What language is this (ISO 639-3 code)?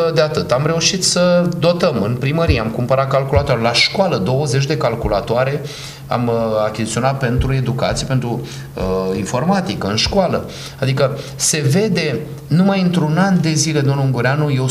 ron